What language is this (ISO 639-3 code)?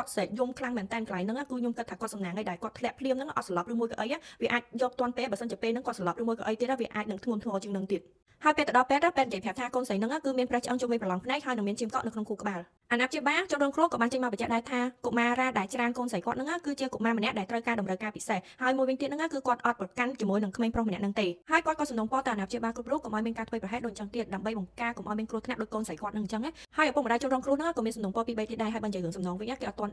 khm